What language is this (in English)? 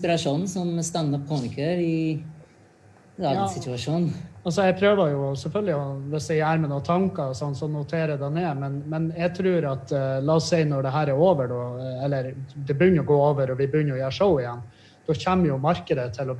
Norwegian